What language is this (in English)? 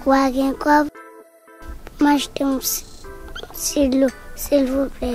Haitian Creole